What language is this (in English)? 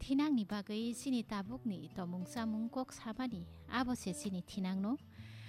Kok Borok